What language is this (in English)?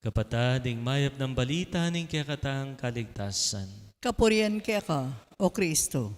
Pampanga